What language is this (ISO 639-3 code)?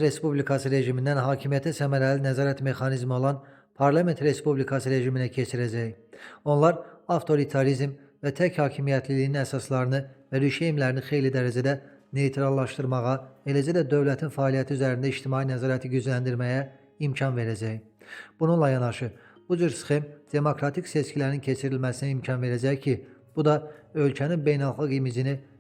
aze